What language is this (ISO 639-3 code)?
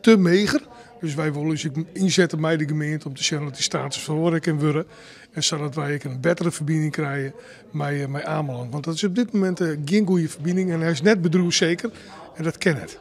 fry